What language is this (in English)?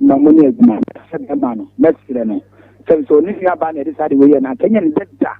Akan